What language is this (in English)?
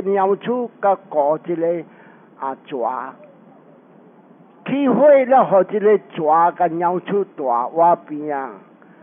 Min Nan Chinese